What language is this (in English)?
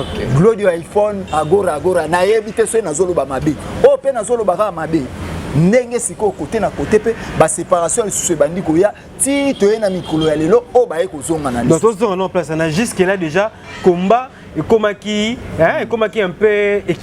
Lingala